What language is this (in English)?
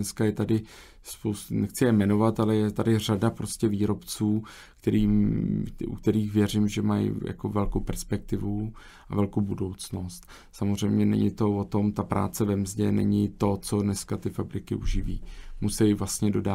Czech